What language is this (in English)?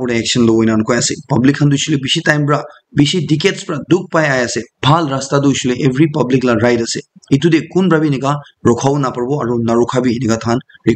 Naga Pidgin